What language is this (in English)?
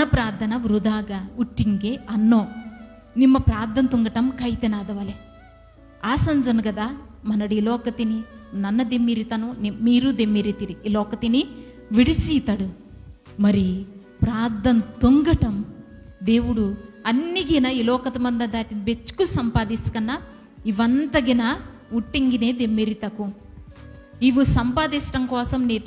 Koya